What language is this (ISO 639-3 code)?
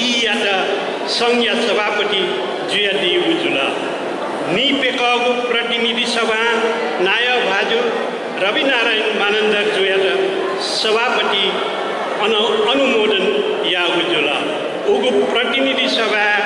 new